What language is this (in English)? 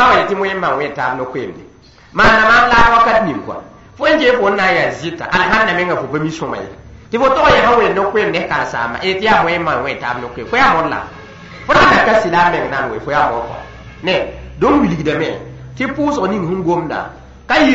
Mossi